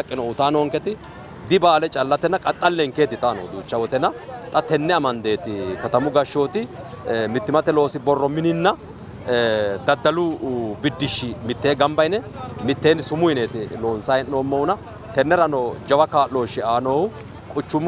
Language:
Sidamo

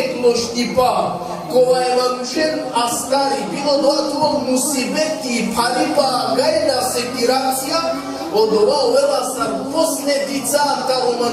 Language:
Balkan Romani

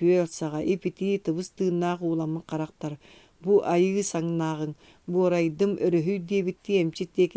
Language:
Yakut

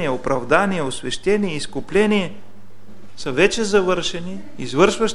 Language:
Bulgarian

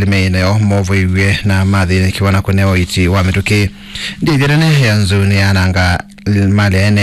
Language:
Kamba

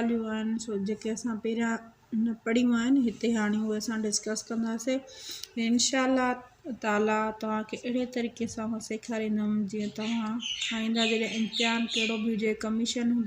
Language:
Sindhi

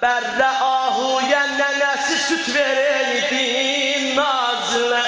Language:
South Azerbaijani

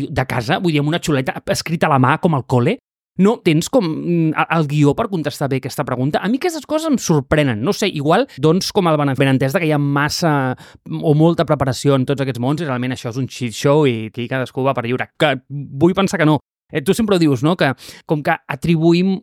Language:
Catalan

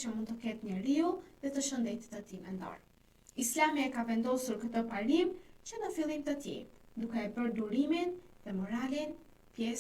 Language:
Albanian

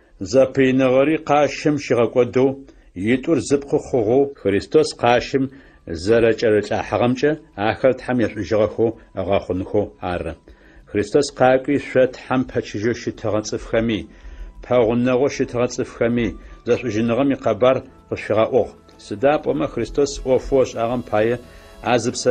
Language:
Adyghe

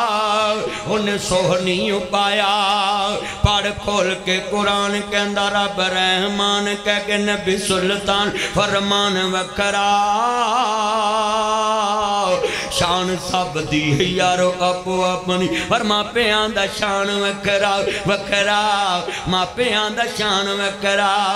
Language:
Western Panjabi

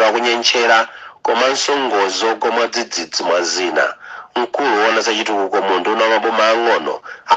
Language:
Nyanja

